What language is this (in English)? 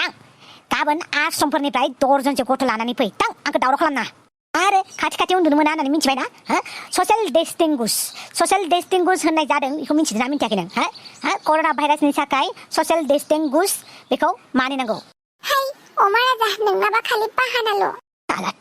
Bodo